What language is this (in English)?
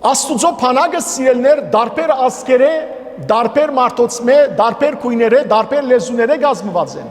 Western Armenian